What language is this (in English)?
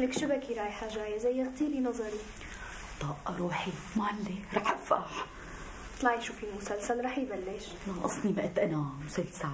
North Levantine Arabic